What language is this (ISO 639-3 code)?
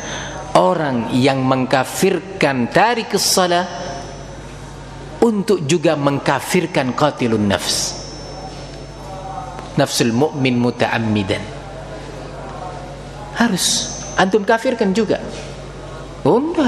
ind